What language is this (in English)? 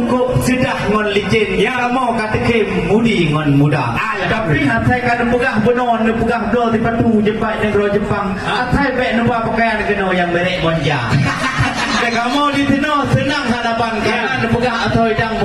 Achinese